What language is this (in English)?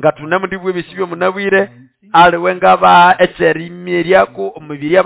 Nande